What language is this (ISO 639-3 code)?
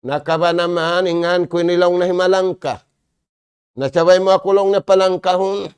tsg